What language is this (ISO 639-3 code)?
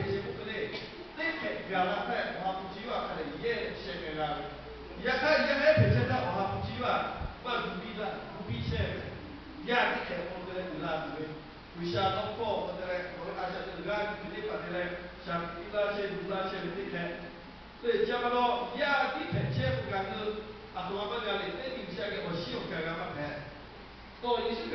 lhu